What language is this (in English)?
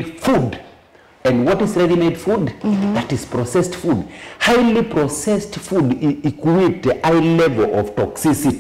Kamba